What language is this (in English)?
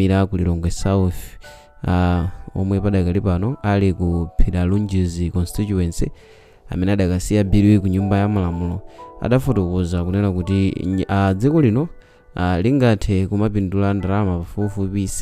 Nyanja